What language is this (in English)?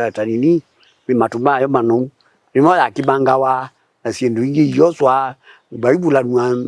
Kamba